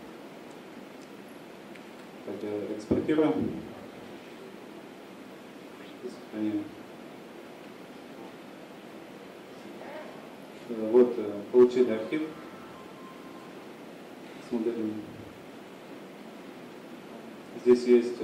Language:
Russian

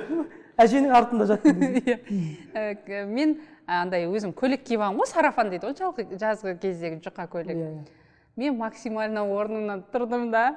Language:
Kazakh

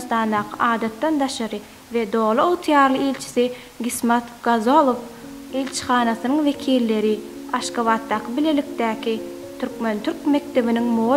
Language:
Turkmen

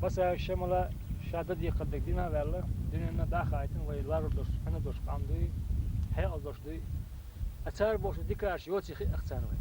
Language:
Chechen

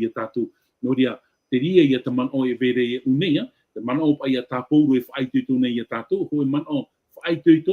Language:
Tahitian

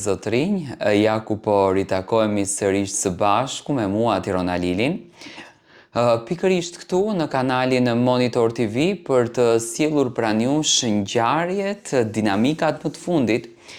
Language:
Albanian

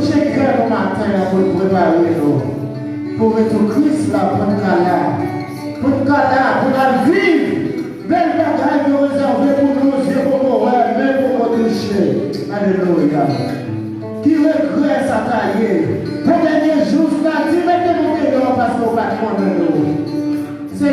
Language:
Haitian Creole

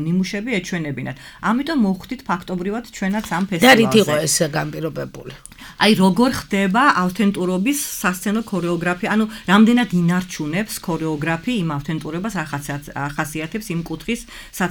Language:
Georgian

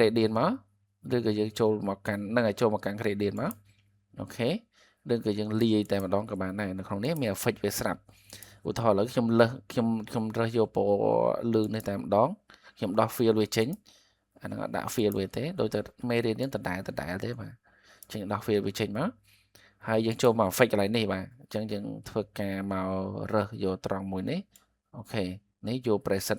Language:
Khmer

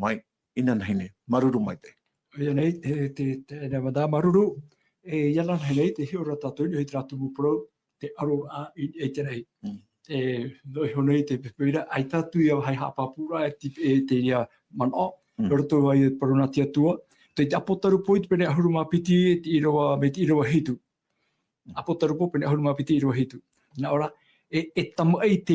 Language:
Tahitian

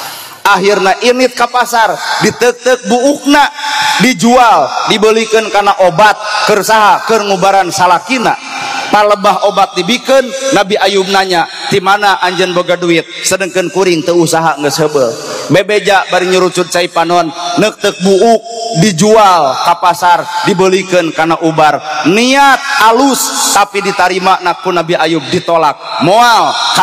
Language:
Sundanese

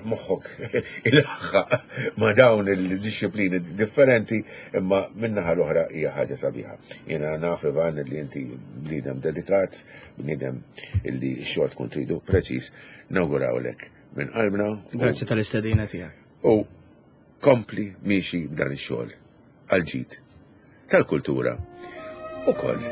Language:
Maltese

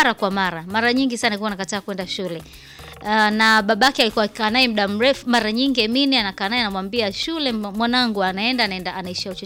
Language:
Swahili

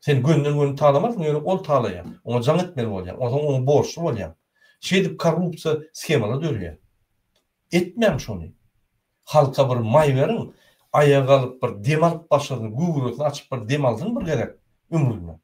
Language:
Turkmen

